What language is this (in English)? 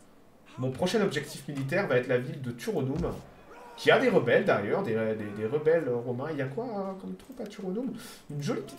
French